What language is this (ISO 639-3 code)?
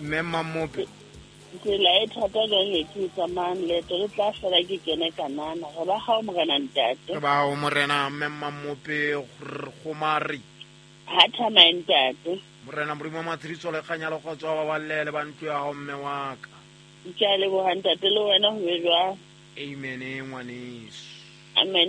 sot